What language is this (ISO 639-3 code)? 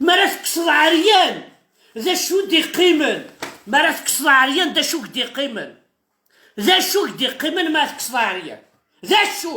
kab